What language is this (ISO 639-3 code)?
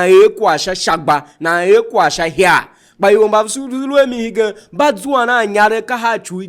tiv